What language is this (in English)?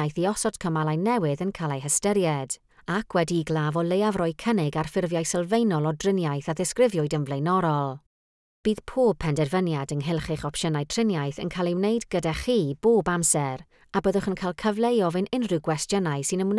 Welsh